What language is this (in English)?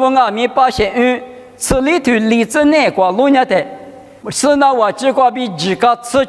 Lisu